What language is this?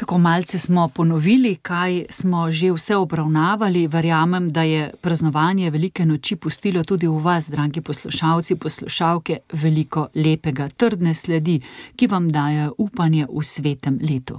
Slovenian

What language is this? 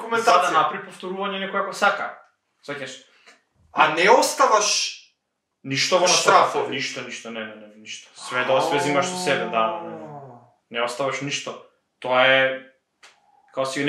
Macedonian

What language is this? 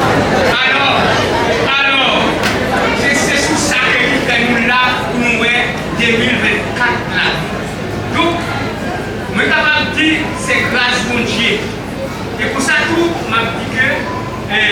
Haitian Creole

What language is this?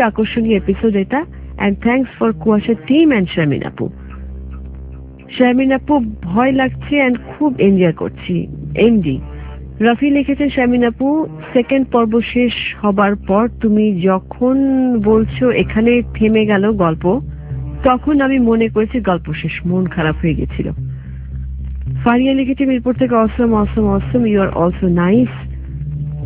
Bangla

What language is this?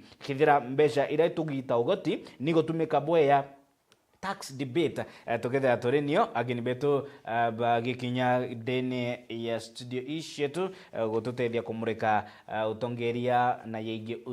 Meru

